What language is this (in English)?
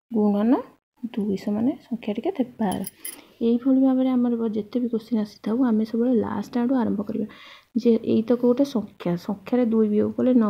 Odia